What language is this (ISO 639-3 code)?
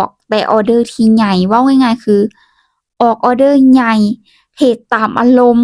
lao